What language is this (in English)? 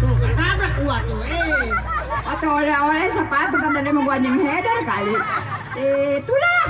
Betawi